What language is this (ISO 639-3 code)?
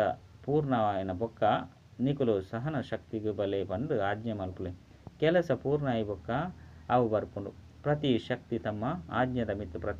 tcy